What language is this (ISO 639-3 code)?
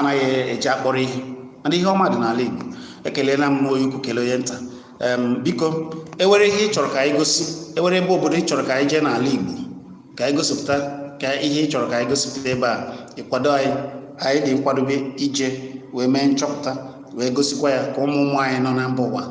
ibo